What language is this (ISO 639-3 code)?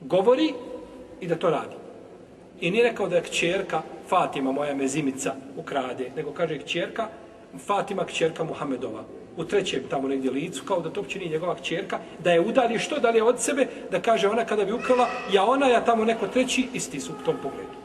bos